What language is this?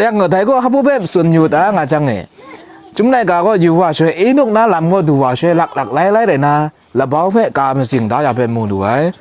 Kachin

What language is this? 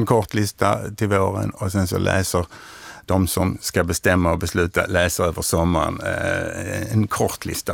Swedish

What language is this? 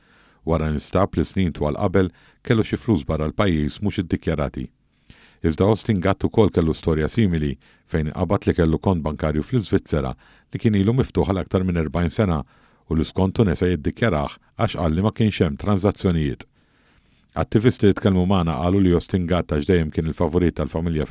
Maltese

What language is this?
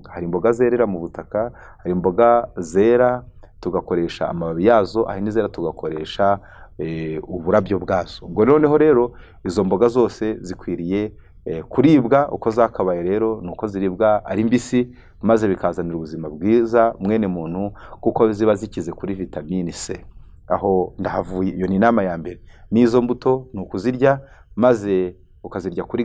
Kinyarwanda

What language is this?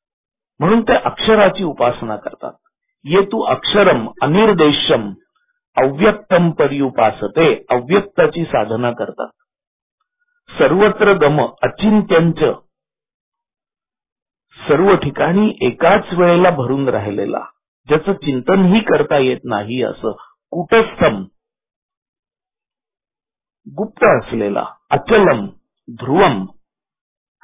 Marathi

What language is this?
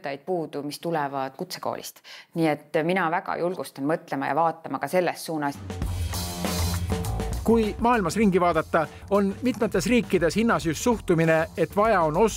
Estonian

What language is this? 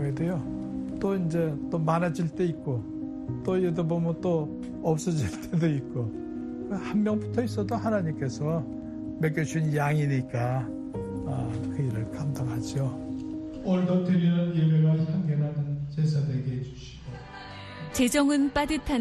Korean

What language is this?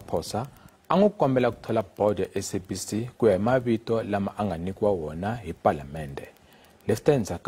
Tsonga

